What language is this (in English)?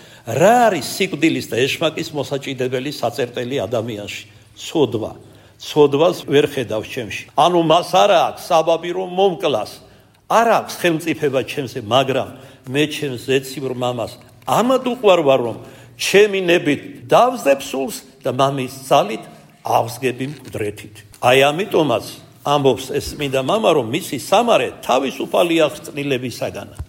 Georgian